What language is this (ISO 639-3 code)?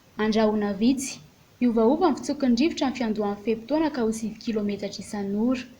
mlg